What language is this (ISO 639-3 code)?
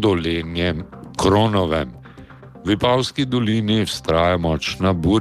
slv